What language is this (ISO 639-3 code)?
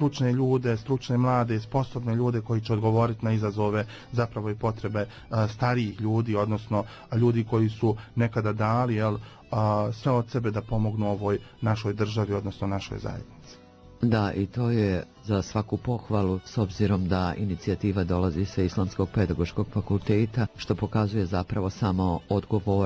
bos